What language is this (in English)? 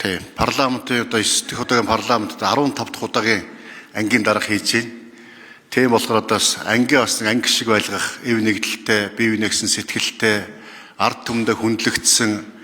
Mongolian